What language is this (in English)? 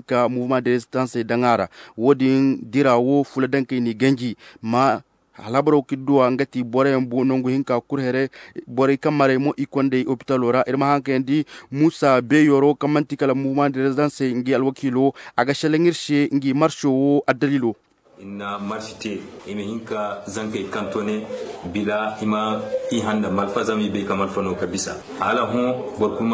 Zarma